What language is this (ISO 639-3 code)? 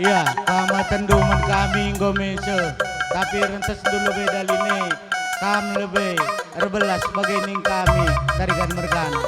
btx